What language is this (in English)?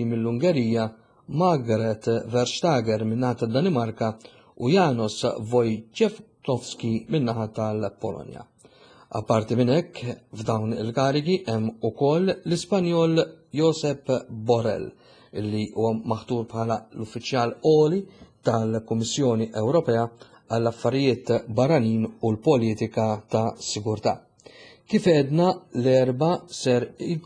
Maltese